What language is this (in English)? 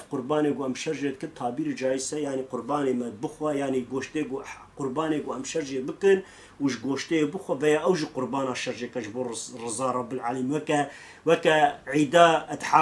Kurdish